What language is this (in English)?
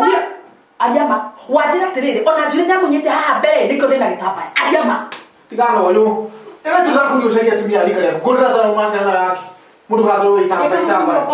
Kikuyu